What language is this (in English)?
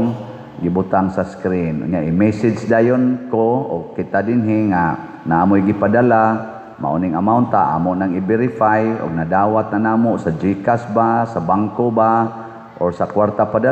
Cebuano